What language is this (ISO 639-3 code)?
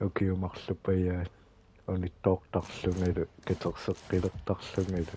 kal